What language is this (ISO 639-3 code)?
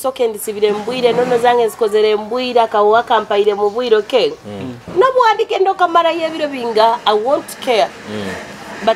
nyo